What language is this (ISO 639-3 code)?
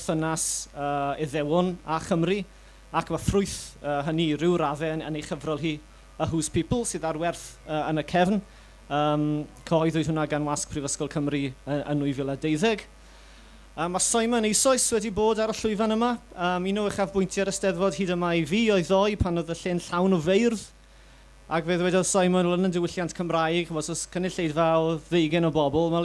cym